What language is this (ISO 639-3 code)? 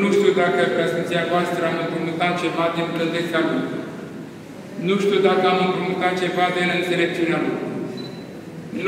ron